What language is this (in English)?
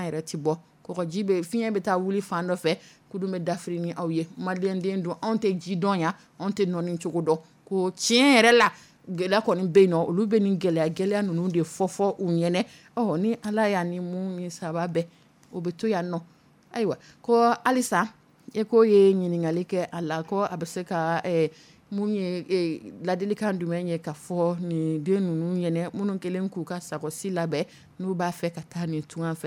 Dyula